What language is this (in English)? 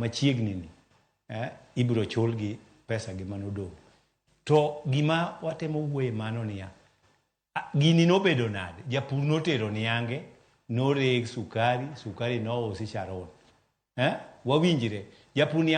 Luo (Kenya and Tanzania)